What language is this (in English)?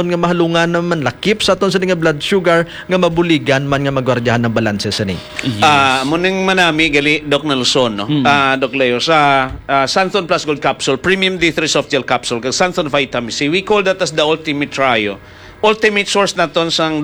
Hiligaynon